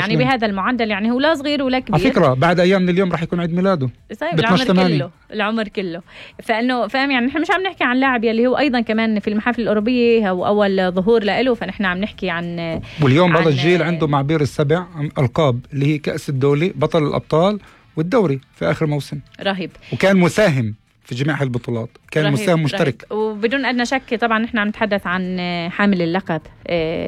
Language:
North Levantine Arabic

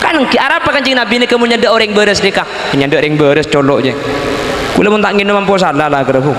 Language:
Madurese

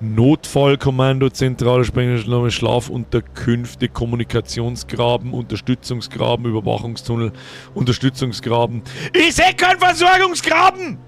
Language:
Bavarian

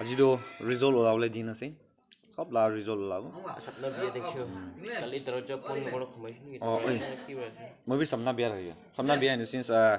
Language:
Naga Pidgin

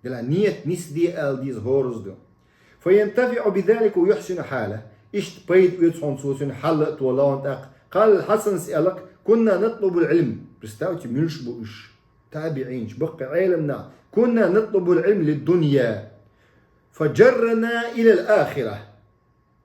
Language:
Chechen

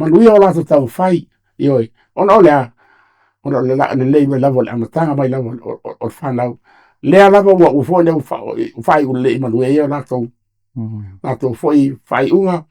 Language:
Samoan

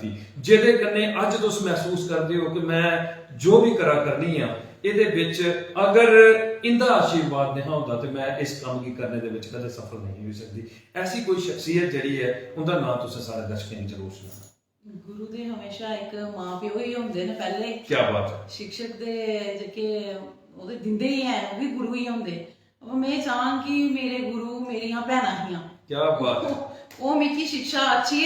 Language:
Dogri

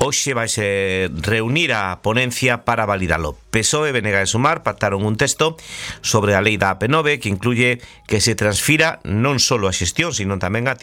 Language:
Galician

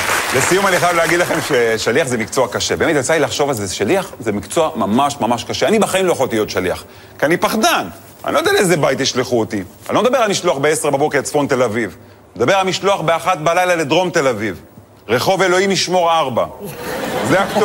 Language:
Hebrew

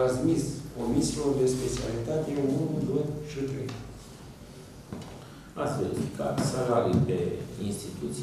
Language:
Romanian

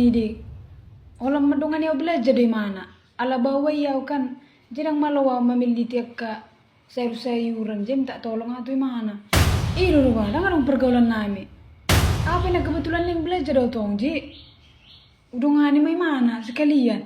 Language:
Batak Toba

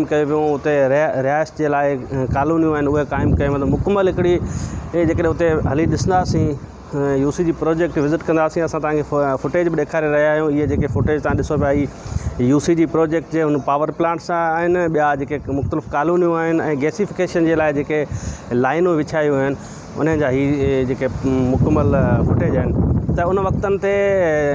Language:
Sindhi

